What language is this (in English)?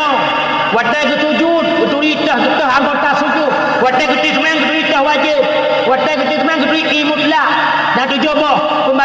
Achinese